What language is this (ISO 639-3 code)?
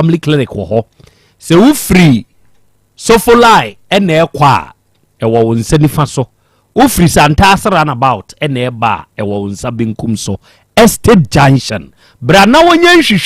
aka